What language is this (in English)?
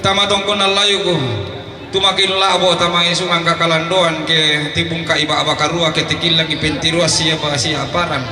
Toraja-Sa'dan